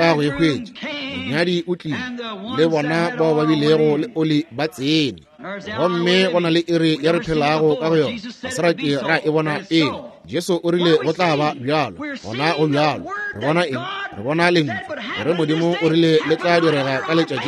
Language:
Northern Sotho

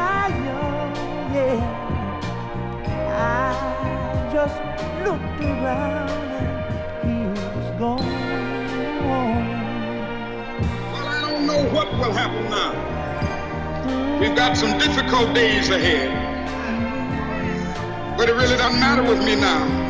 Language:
English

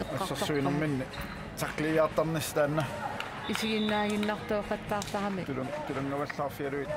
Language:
Kalaallisut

